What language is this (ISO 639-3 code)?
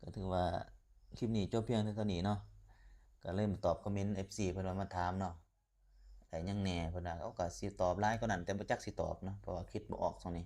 lao